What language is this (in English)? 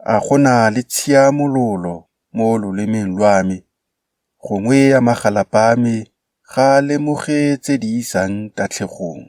Tswana